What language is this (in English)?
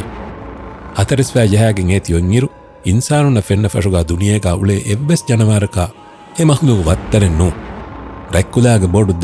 Divehi